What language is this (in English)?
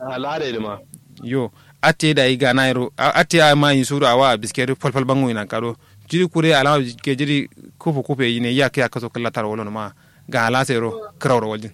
Kanuri